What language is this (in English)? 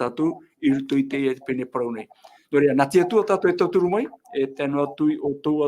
Tahitian